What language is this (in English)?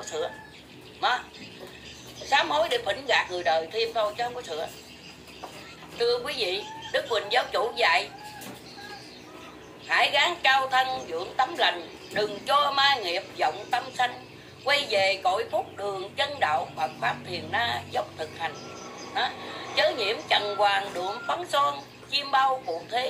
Vietnamese